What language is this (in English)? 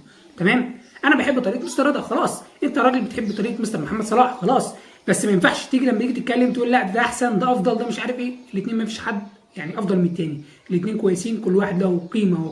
Egyptian Arabic